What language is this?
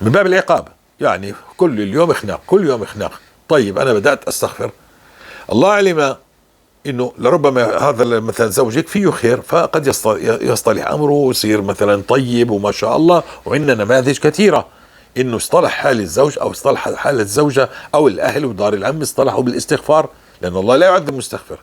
North Levantine Arabic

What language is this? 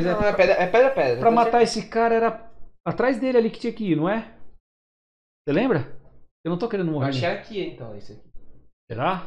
Portuguese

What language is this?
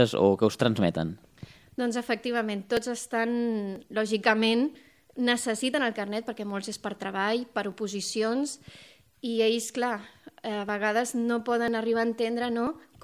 Catalan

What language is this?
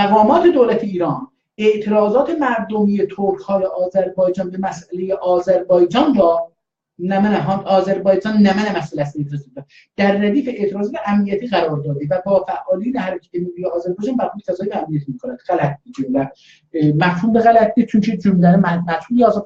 South Azerbaijani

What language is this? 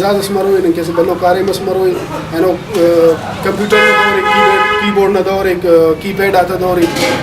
Brahui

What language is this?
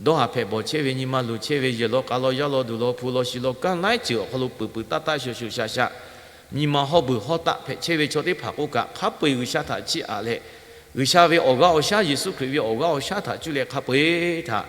Lahu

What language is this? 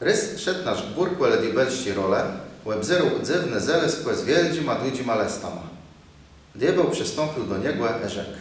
Kashubian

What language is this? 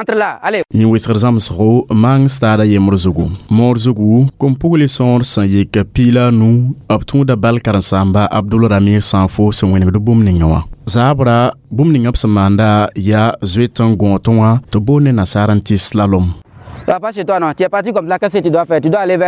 Mossi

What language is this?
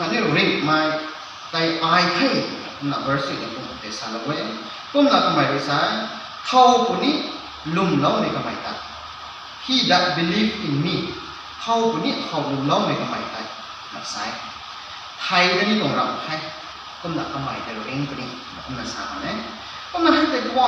Rongmei Naga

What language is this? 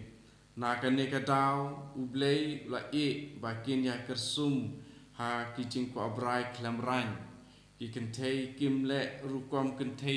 Khasi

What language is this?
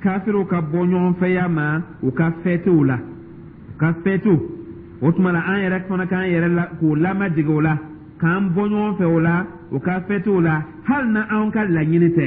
Dyula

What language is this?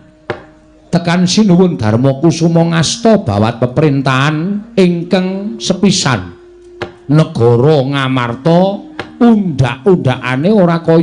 Javanese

